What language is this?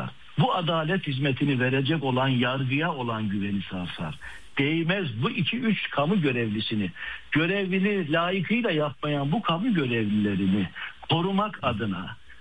Turkish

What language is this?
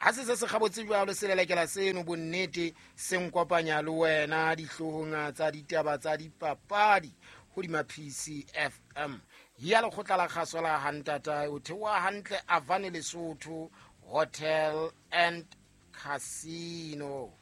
Southern Sotho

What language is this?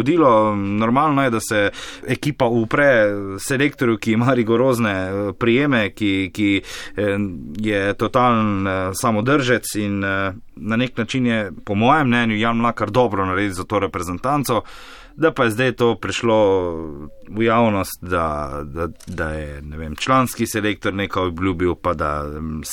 Slovenian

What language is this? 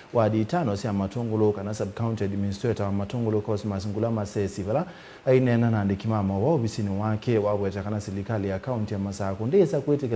Kamba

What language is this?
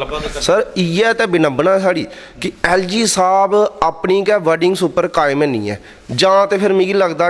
Dogri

